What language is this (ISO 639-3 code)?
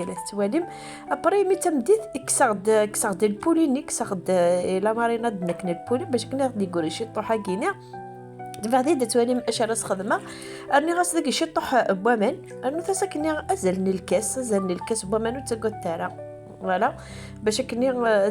kab